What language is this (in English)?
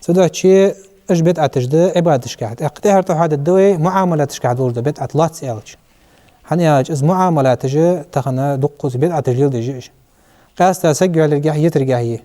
Ingush